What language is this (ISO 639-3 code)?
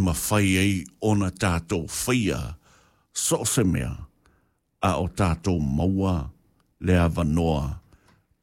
smo